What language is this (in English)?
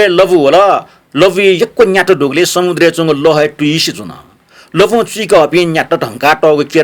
Newari